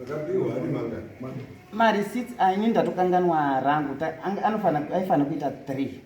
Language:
Shona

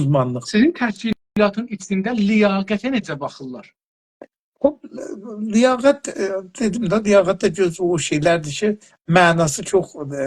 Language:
South Azerbaijani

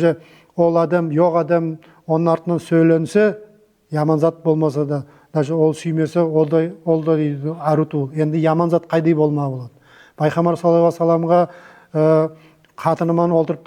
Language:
Nogai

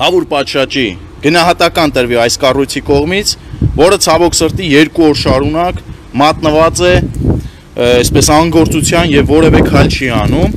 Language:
Armenian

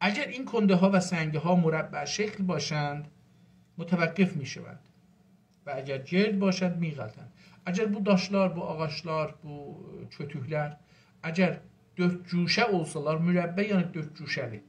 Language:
South Azerbaijani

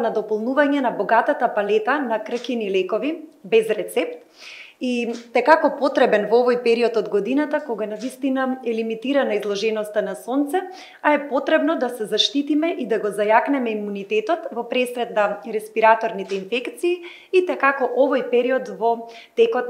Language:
Macedonian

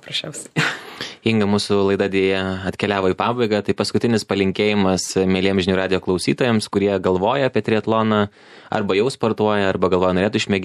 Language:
Lithuanian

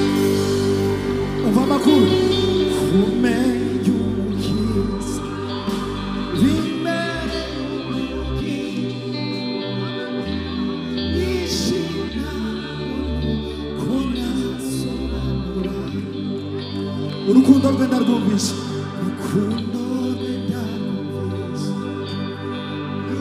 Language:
Kinyarwanda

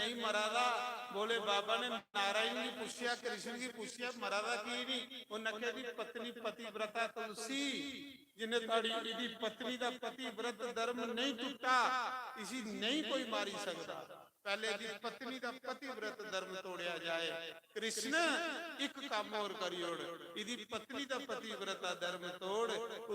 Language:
Dogri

